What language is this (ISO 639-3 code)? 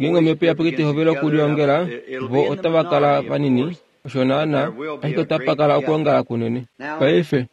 kua